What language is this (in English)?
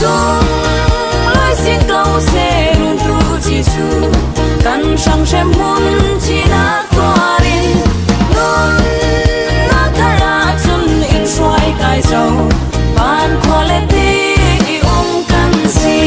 Falam Chin